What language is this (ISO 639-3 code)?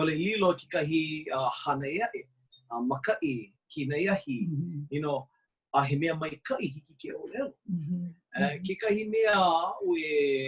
haw